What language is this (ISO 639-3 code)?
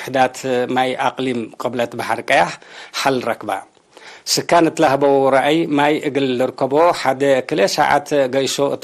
tig